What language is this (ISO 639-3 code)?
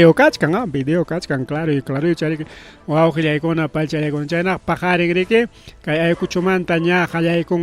quy